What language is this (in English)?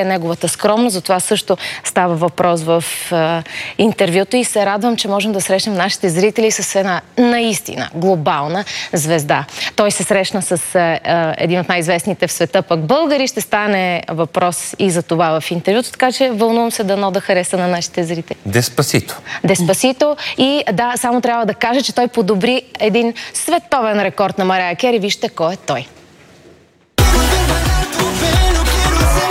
Bulgarian